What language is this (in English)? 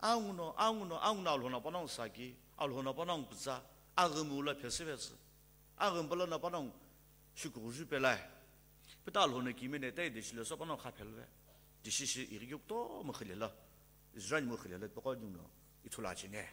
Sumi Naga